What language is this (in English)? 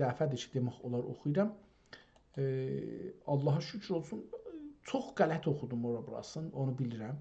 South Azerbaijani